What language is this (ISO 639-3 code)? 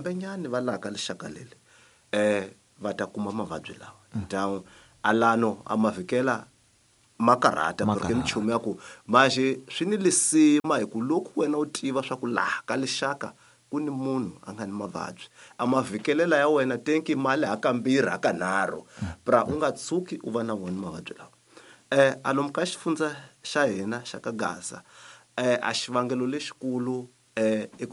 tso